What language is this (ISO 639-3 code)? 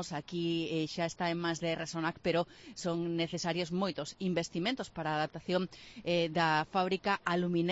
glg